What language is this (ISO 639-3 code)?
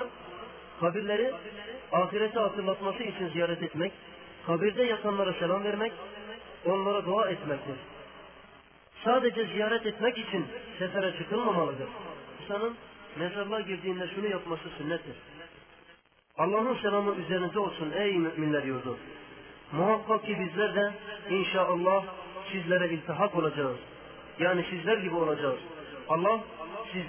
tur